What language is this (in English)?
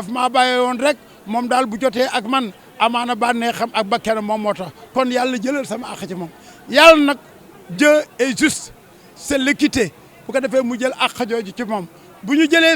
Wolof